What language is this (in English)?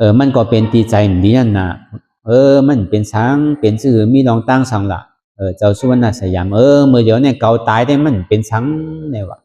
Shan